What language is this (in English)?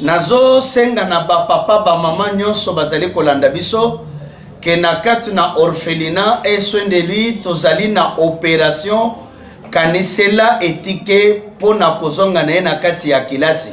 Lingala